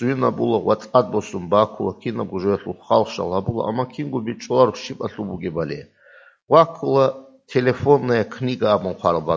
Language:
Avaric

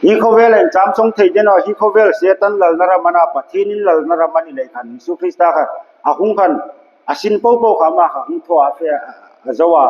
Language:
Hmar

